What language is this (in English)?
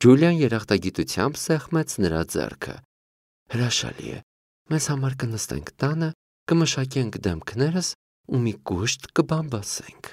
Armenian